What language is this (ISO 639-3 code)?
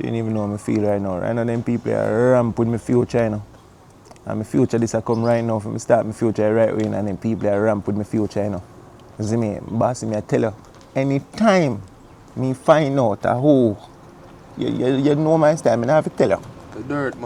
jam